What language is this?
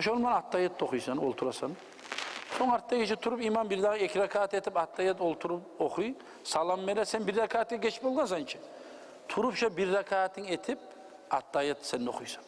Kumyk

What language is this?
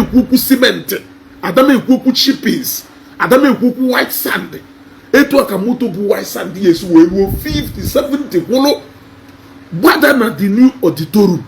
Igbo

